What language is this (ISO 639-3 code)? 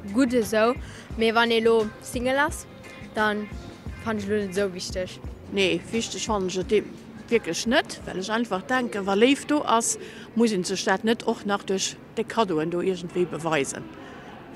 ltz